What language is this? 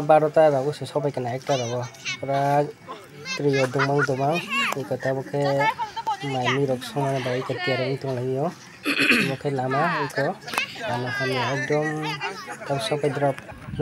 Kok Borok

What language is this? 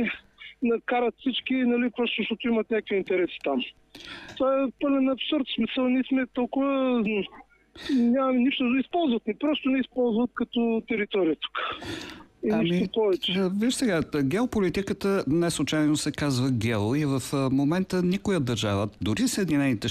Bulgarian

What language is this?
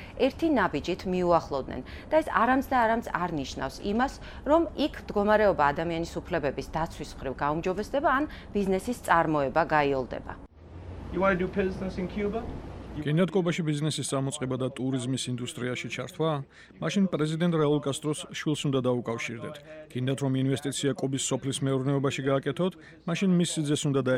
Georgian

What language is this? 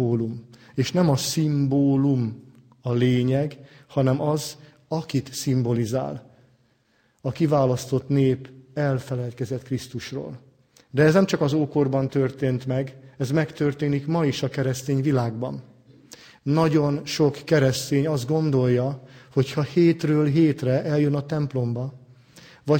Hungarian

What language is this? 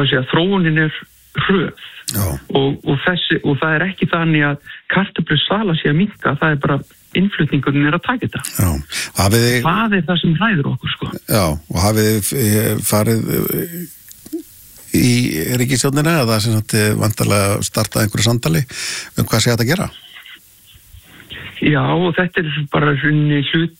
Icelandic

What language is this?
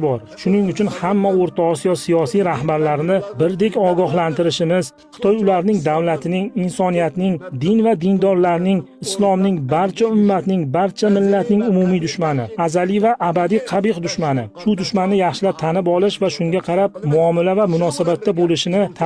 Uzbek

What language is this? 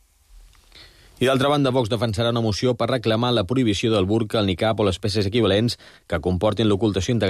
Catalan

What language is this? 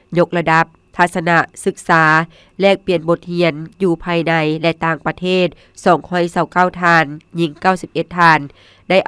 Lao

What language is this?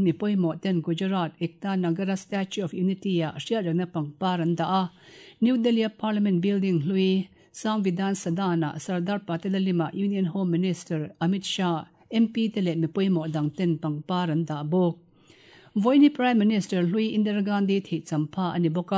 Mizo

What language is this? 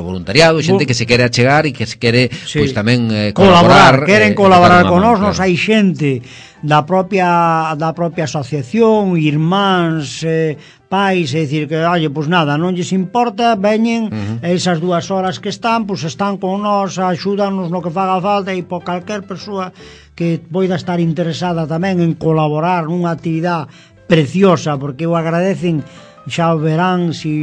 Galician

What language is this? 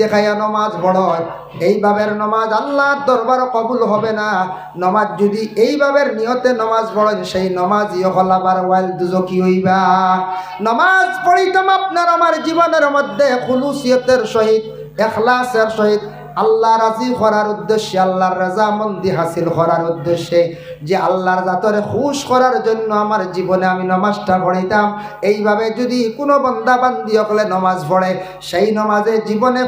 Sylheti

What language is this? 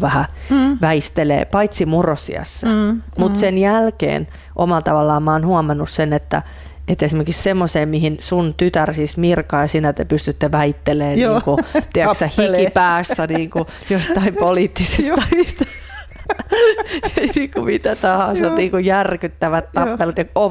Finnish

